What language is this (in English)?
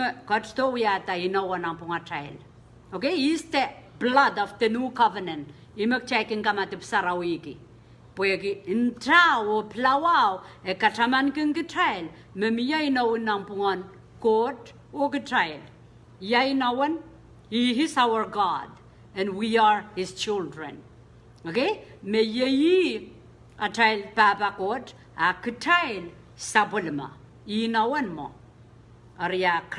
Pohnpeian